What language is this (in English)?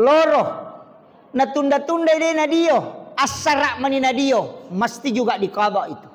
Buginese